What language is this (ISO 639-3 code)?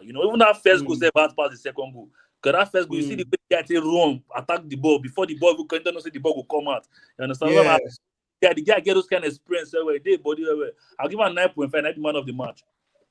pcm